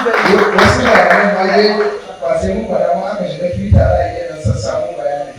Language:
Hausa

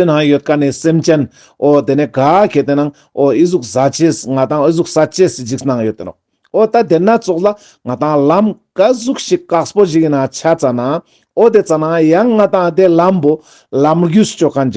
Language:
Ladakhi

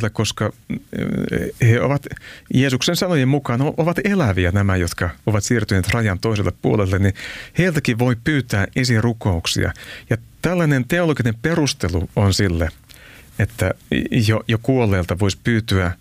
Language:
Finnish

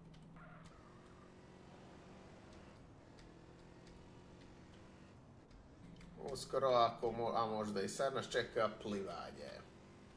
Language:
Croatian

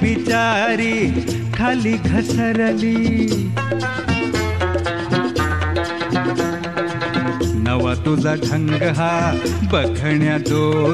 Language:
Marathi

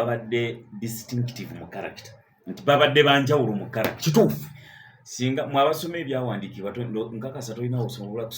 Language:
Ganda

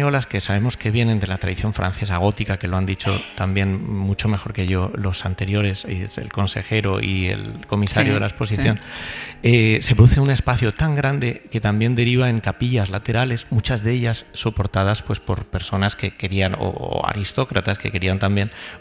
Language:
Spanish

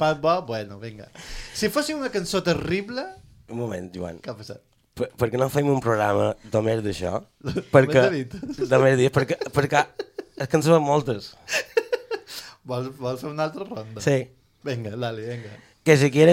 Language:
Catalan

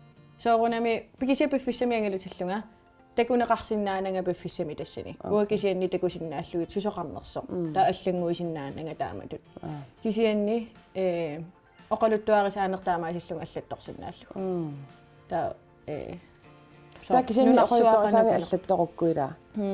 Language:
Kalaallisut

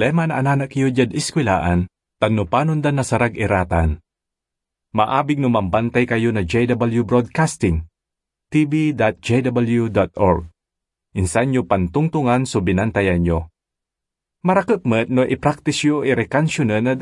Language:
Pangasinan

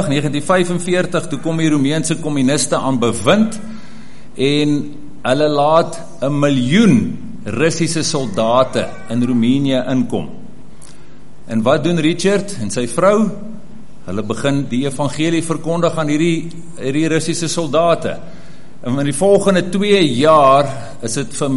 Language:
Afrikaans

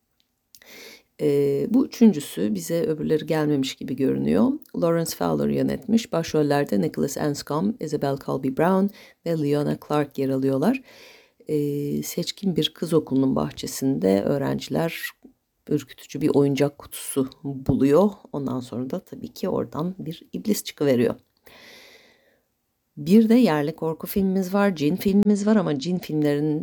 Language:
Turkish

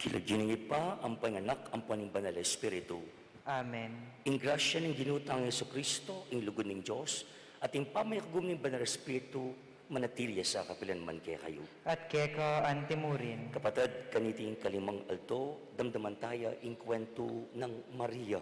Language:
Pampanga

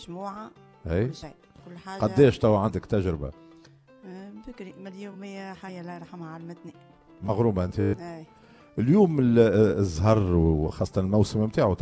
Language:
Tunisian Arabic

